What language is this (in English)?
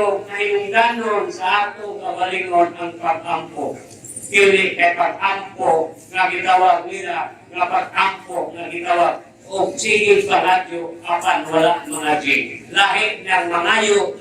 Cebuano